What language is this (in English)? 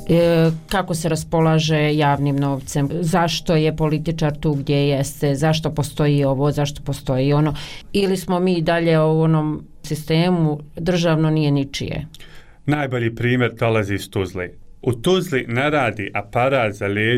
Bosnian